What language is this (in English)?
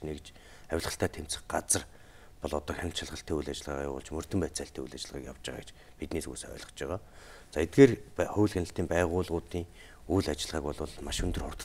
Mongolian